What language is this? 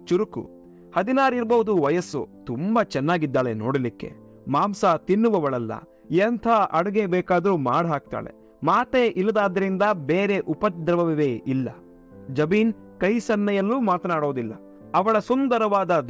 Kannada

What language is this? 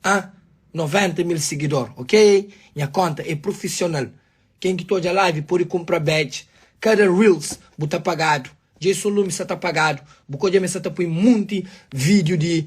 Kabuverdianu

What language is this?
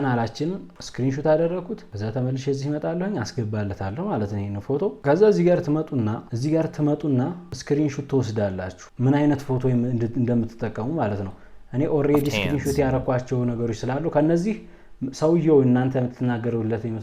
Amharic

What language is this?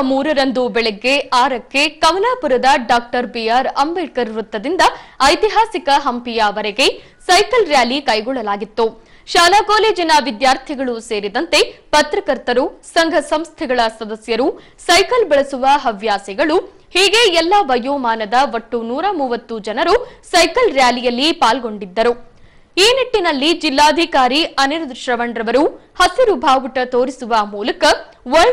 Kannada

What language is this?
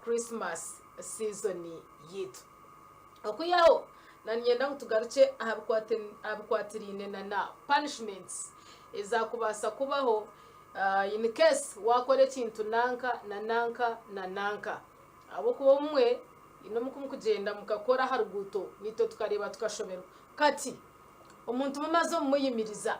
Nyankole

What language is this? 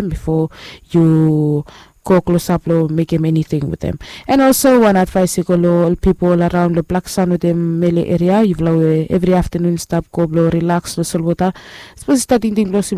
Bislama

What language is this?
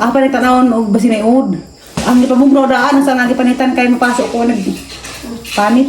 Cebuano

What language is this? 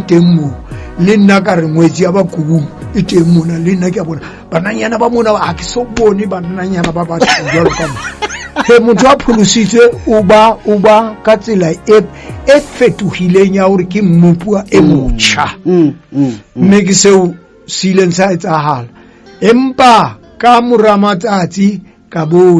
Southern Sotho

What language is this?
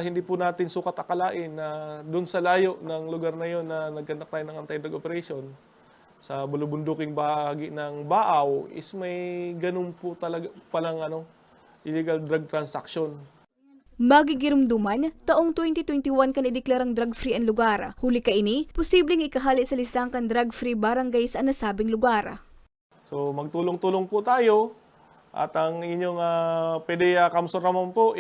Bikol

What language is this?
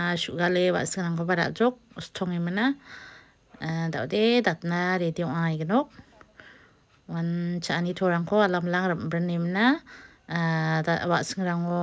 Garo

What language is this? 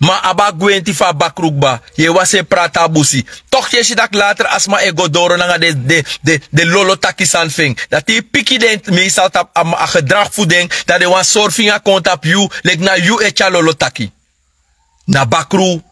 Sranan Tongo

